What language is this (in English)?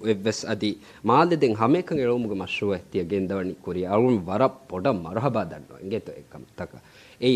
Divehi